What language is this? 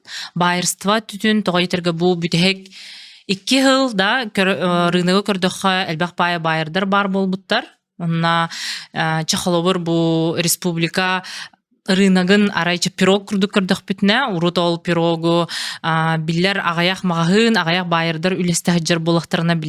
Yakut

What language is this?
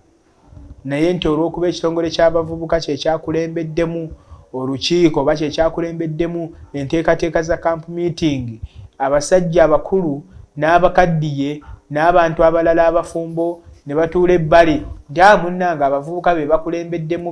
Ganda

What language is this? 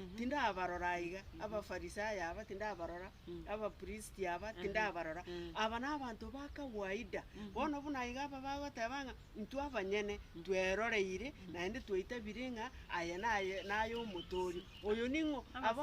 Gusii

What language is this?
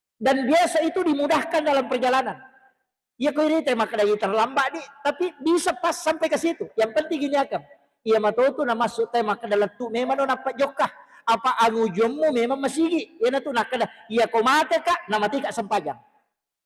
Buginese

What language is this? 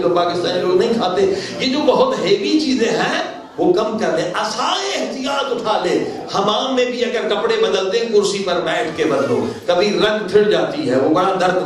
Urdu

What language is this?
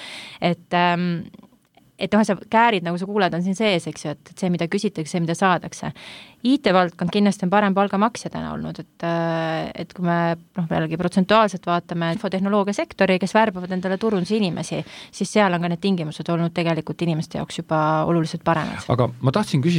Estonian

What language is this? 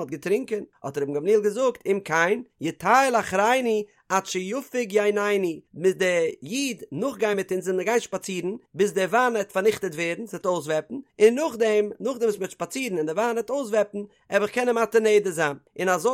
Yiddish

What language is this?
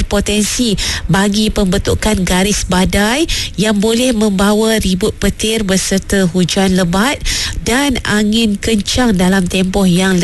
Malay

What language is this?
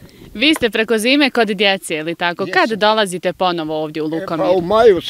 Bosnian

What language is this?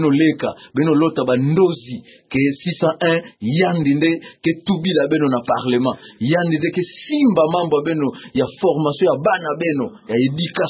Kituba (Democratic Republic of Congo)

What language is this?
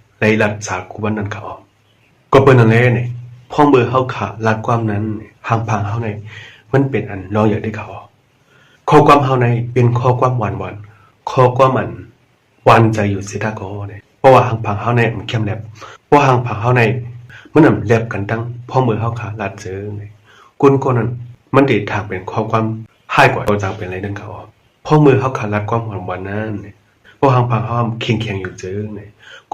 Shan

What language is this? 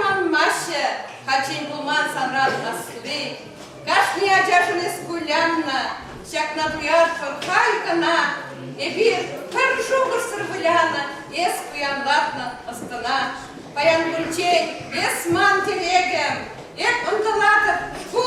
Chuvash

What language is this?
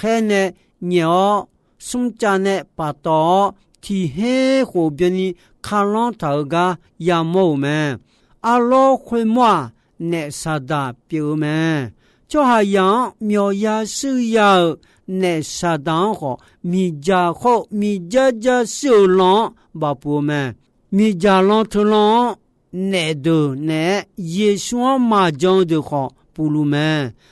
Akha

